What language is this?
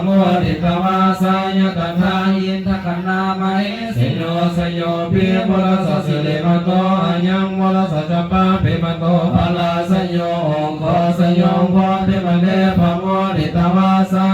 Pali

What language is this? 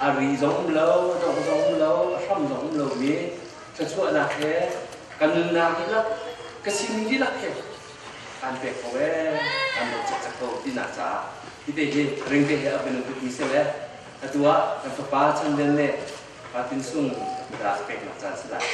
Hakha Chin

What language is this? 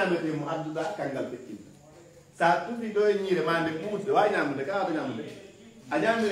Fula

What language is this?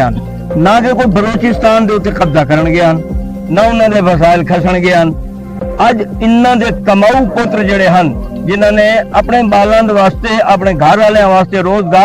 Saraiki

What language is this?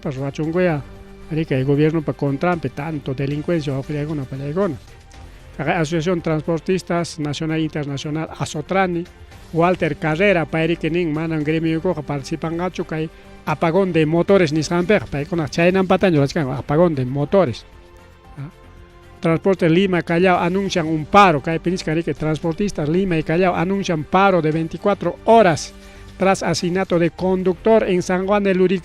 Ayacucho Quechua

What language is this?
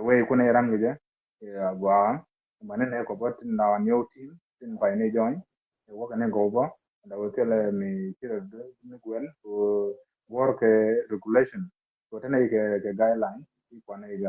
Nuer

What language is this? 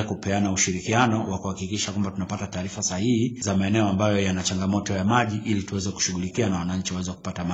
Swahili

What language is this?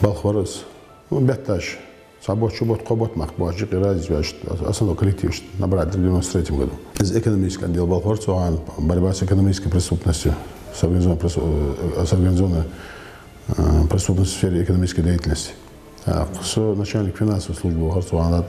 Ingush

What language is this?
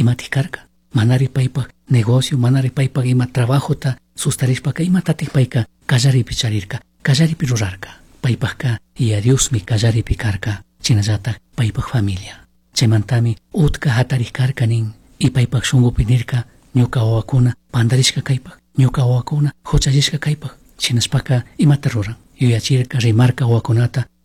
Chimborazo Highland Quichua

